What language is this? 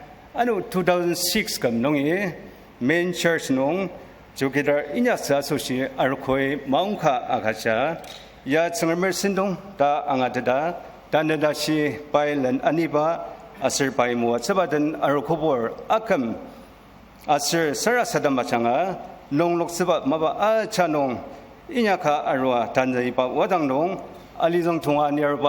Ao Naga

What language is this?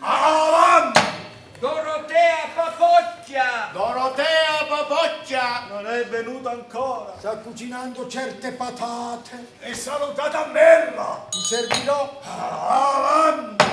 Neapolitan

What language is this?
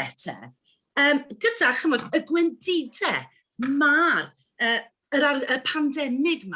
Welsh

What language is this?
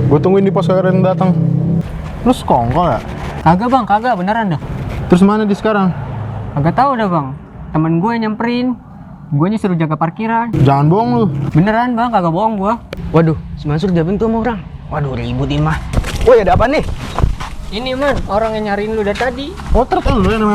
Betawi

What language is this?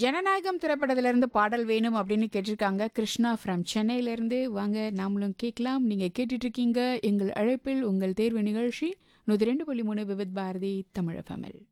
Tamil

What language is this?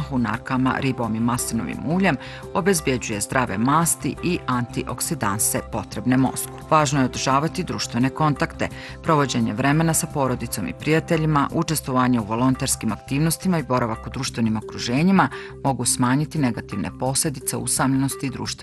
Bosnian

